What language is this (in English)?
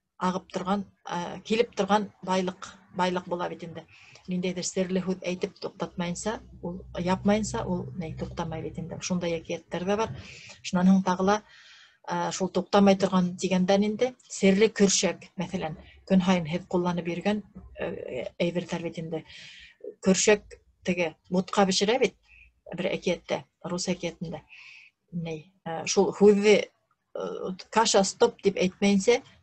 Bashkir